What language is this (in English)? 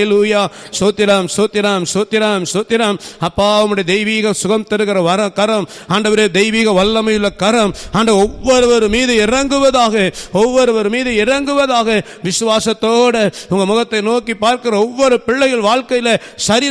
Tamil